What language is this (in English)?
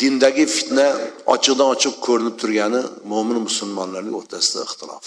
Uzbek